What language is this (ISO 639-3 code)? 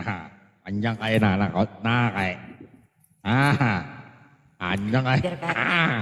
bjn